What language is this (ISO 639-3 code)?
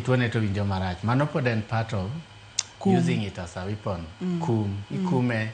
luo